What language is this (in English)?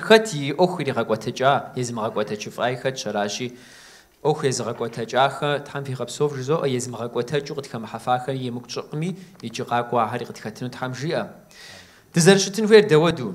Kabardian